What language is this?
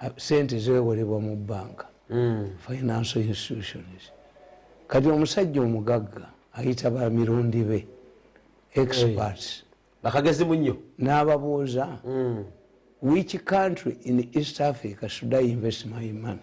Ganda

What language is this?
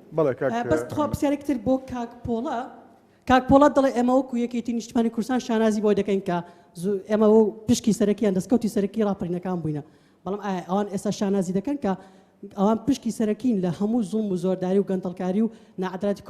Central Kurdish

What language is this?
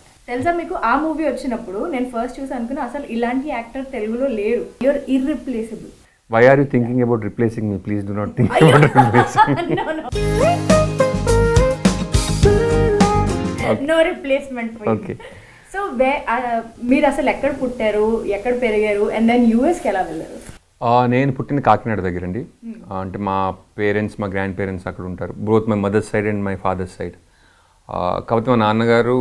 Telugu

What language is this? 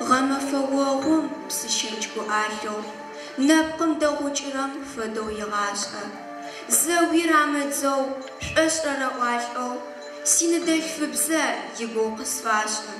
Adyghe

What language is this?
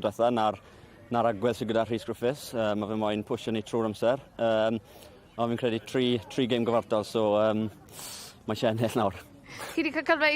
Welsh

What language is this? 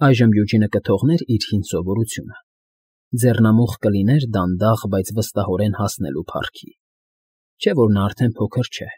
Armenian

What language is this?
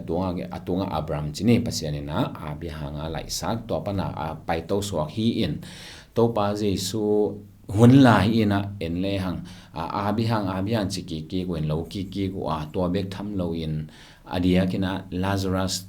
Tedim Chin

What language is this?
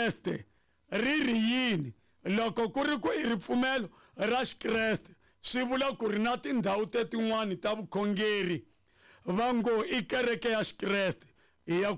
Tsonga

